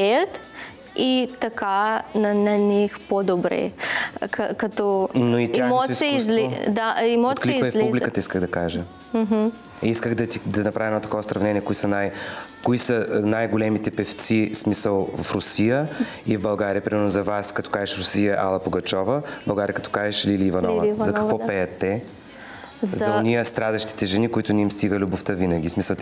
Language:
Bulgarian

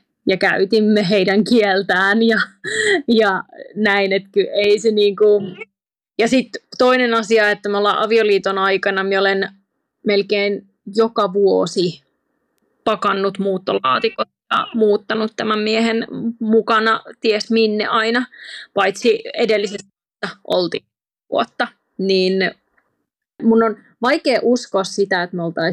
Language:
Finnish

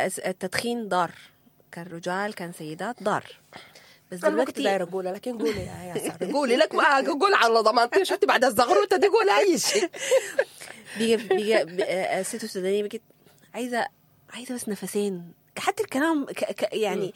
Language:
Sudanese Arabic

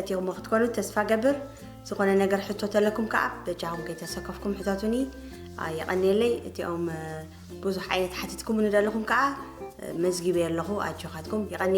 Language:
Tigrinya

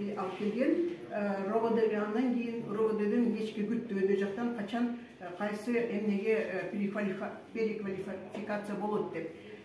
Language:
Kyrgyz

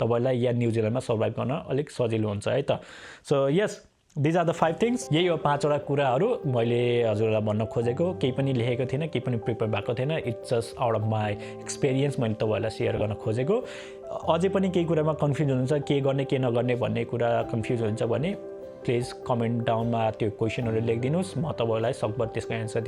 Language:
Nepali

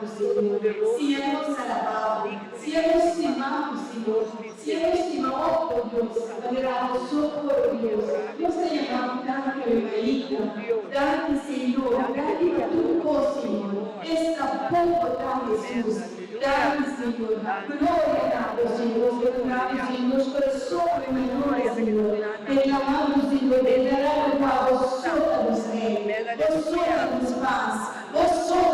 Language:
Papiamento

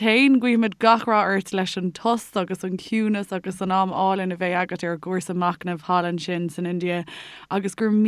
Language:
Irish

